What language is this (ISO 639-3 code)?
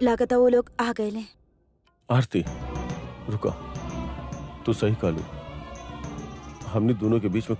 bho